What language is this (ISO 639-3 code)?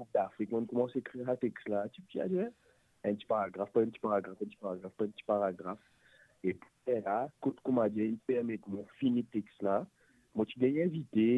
mfe